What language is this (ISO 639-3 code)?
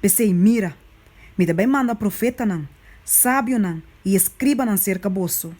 pap